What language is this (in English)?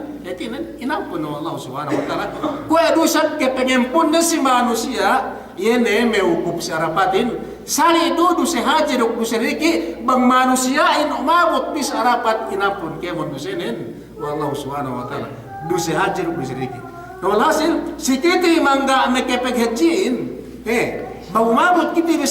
Yakan